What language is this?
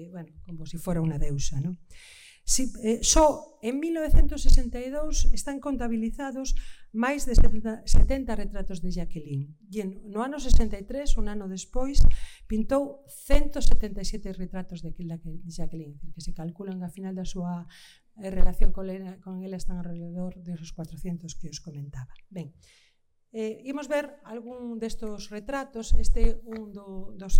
Galician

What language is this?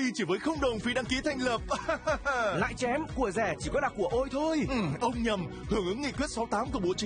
Vietnamese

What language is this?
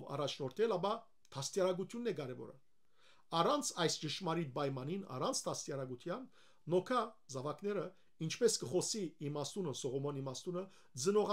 Western Armenian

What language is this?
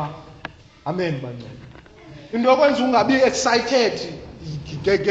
Xhosa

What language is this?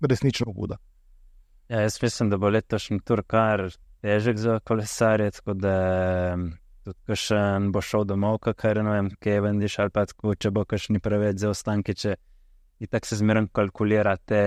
Slovenian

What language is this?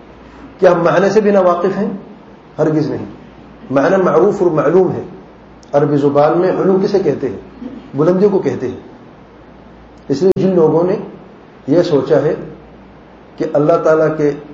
Urdu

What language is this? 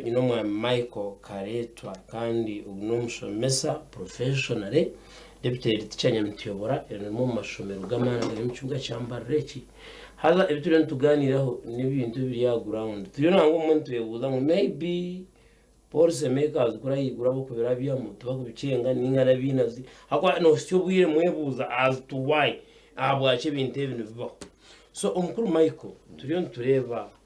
Nyankole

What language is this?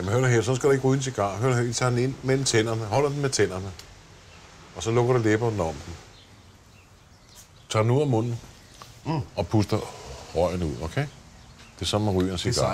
Danish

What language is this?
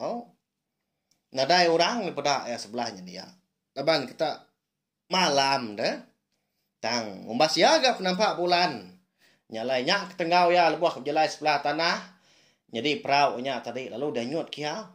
Iban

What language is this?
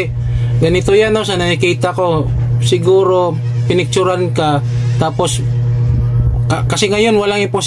Filipino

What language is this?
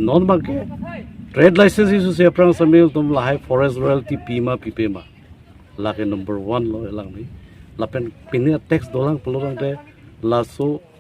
Karbi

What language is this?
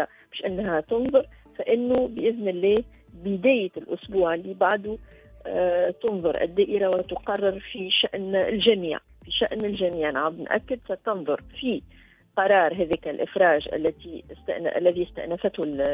Tunisian Arabic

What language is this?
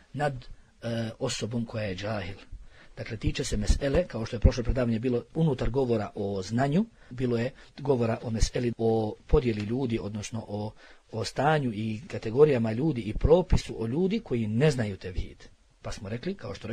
Bosnian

